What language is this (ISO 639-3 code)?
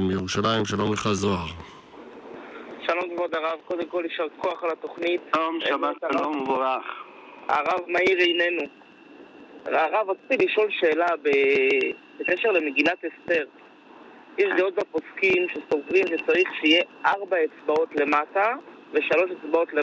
heb